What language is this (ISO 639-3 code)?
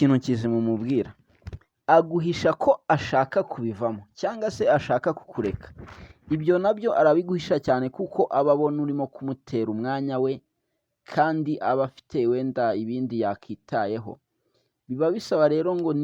kin